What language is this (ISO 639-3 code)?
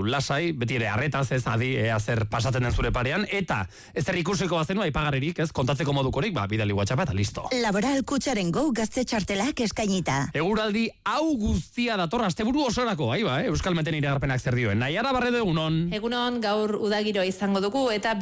eus